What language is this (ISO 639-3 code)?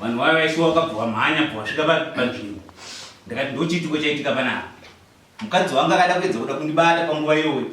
sna